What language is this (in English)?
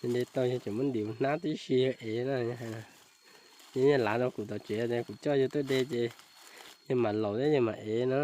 Hmong